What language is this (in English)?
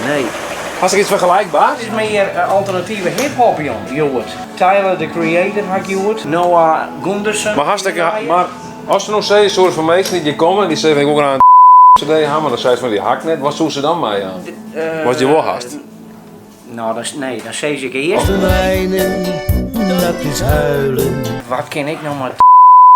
Western Frisian